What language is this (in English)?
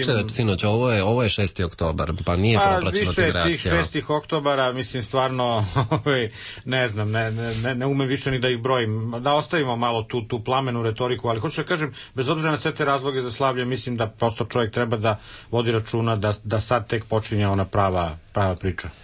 Serbian